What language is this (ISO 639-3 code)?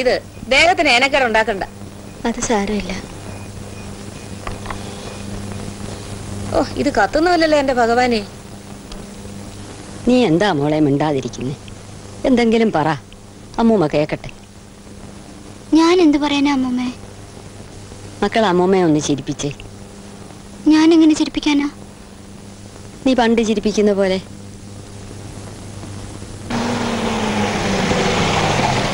mal